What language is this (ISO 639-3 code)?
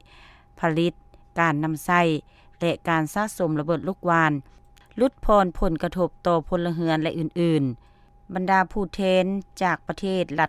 lao